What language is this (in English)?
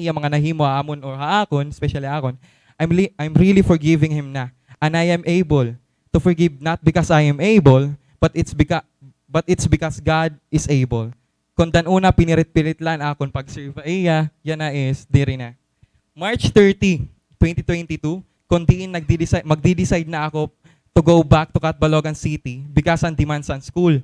Waray